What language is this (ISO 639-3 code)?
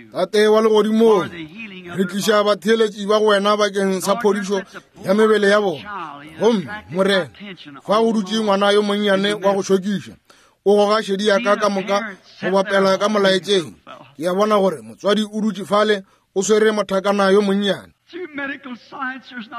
nso